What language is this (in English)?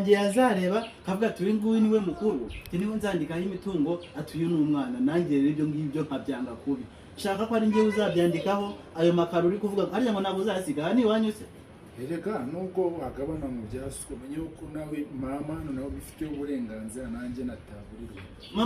Kinyarwanda